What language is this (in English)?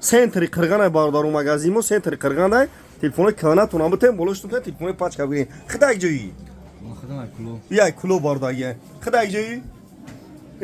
Tajik